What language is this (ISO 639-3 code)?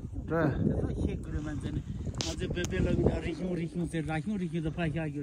bod